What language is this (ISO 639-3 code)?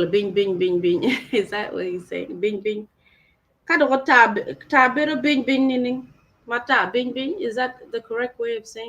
ach